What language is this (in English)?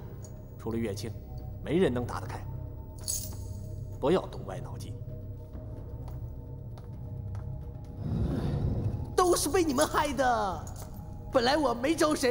Chinese